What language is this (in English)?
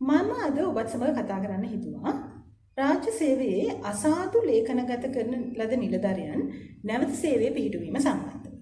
Sinhala